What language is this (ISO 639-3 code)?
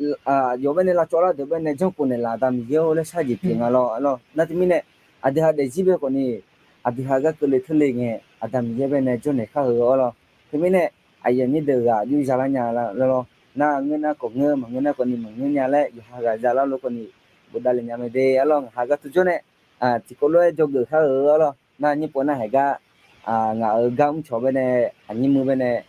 ahk